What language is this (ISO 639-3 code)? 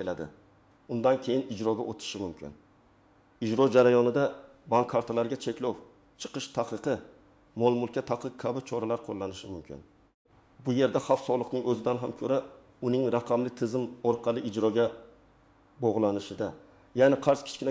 uzb